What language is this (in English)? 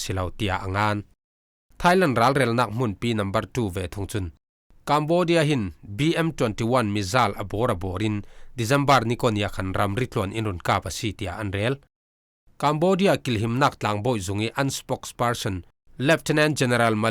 Falam Chin